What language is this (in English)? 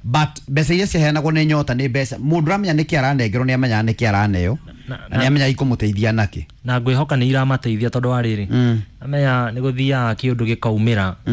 Kikuyu